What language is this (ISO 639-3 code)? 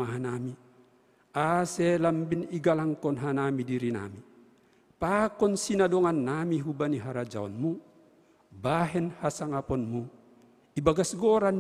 bts